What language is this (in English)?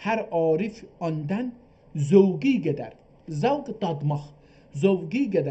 South Azerbaijani